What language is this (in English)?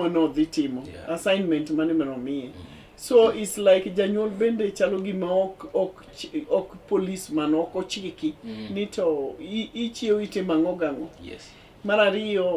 Luo (Kenya and Tanzania)